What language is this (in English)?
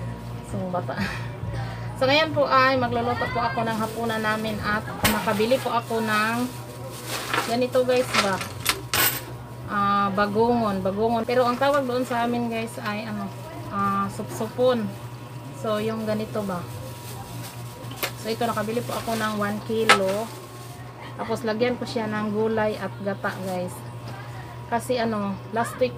Filipino